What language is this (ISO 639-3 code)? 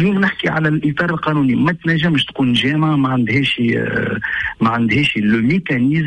aeb